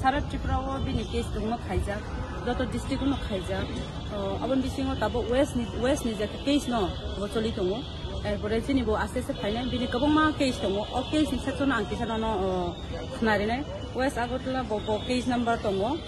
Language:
Kok Borok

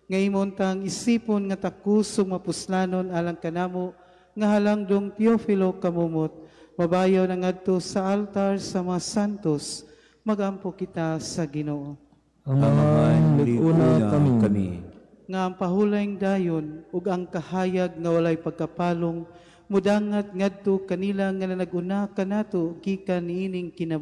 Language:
Cebuano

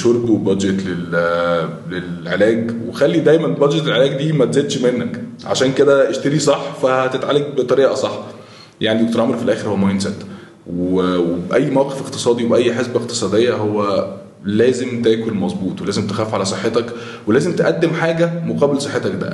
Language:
Egyptian Arabic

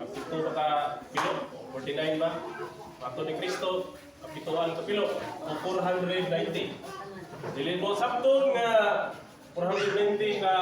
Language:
Cebuano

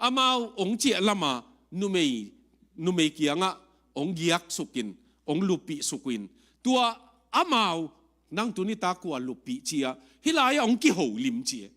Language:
Tedim Chin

